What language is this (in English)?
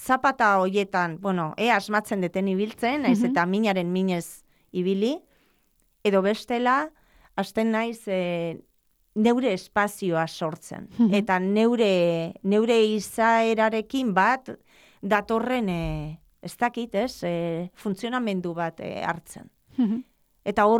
Basque